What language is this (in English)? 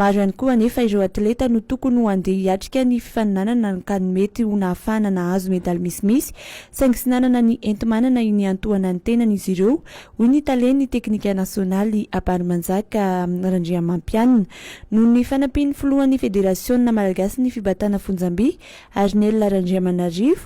Malagasy